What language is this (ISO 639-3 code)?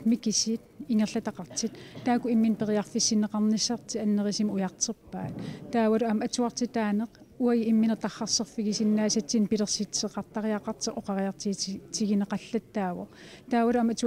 kal